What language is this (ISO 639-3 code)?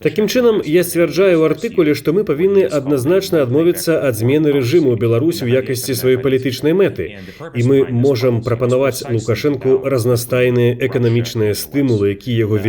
bel